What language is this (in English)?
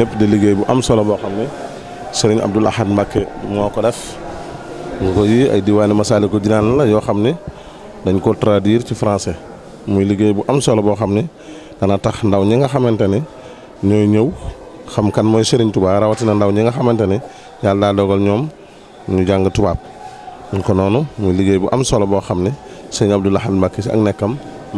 Wolof